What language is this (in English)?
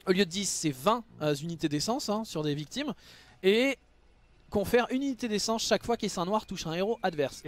French